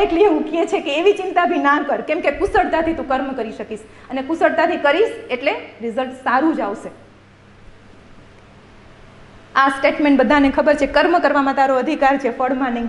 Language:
Gujarati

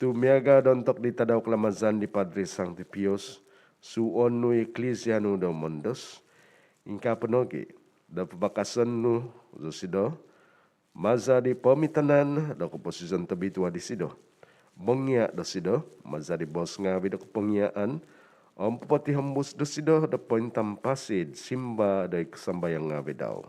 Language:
Central Dusun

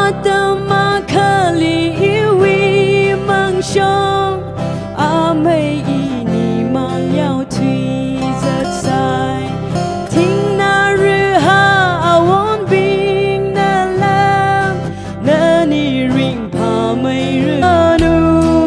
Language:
Tangkhul Naga (India)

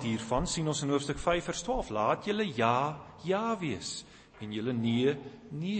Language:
Afrikaans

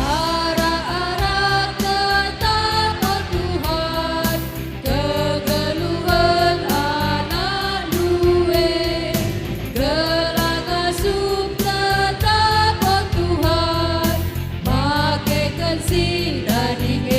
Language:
Batak Karo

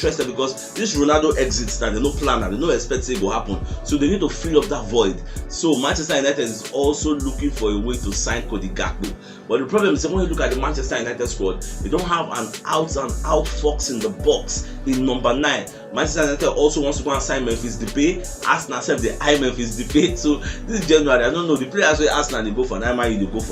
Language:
Nigerian Pidgin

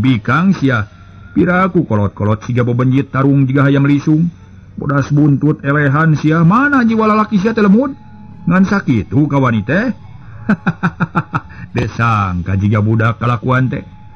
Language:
Sundanese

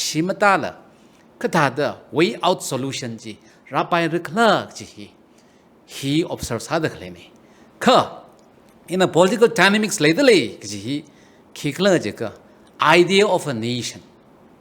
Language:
Tangkhul Naga (India)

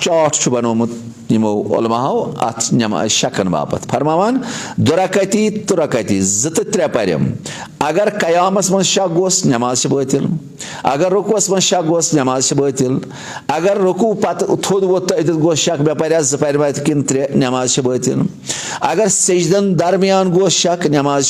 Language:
Kashmiri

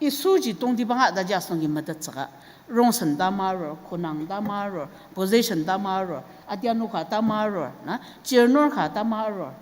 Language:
Ao Naga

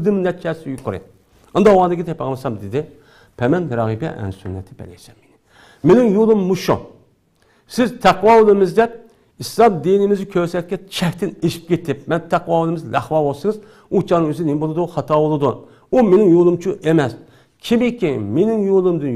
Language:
Uyghur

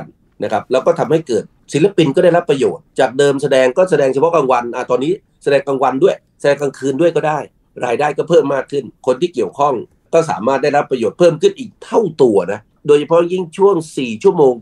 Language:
Thai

